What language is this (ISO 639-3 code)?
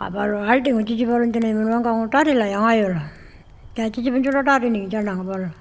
pjt